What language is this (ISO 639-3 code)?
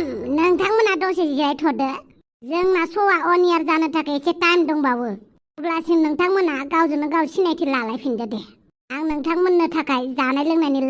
brx